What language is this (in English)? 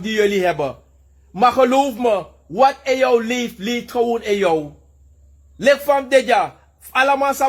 Sranan Tongo